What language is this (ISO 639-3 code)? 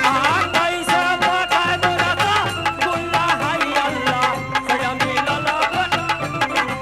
mai